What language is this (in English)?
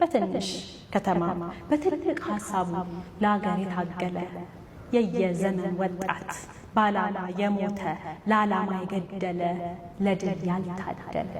Amharic